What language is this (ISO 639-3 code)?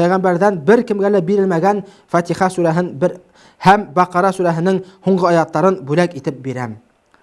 bak